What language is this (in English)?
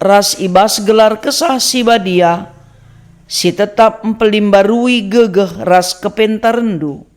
Batak Karo